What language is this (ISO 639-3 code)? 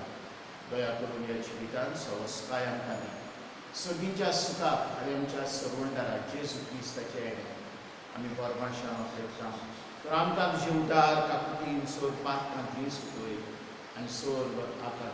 kok